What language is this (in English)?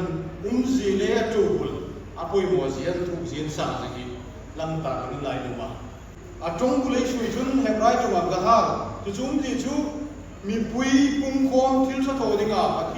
Hmar